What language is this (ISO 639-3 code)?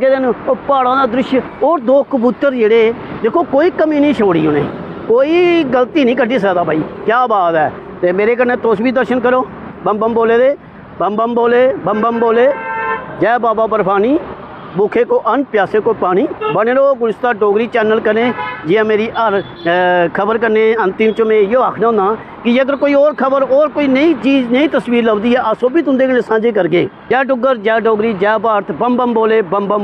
doi